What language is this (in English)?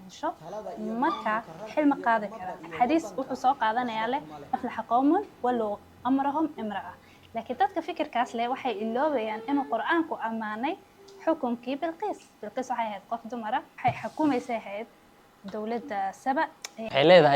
Somali